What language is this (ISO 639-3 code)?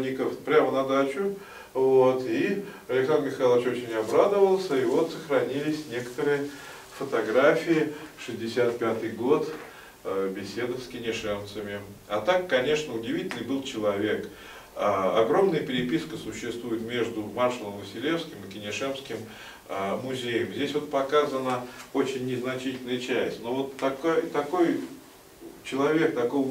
rus